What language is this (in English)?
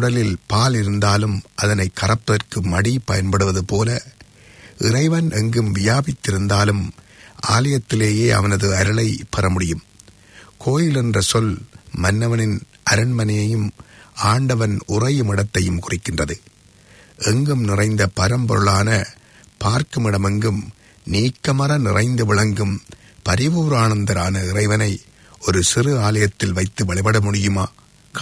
Tamil